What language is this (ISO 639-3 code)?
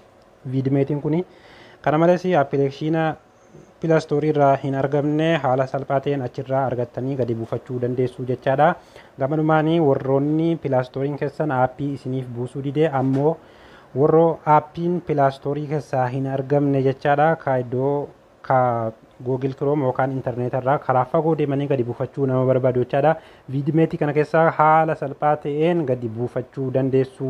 orm